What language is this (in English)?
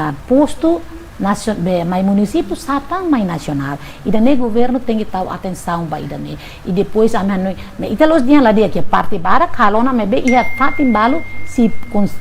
Tetum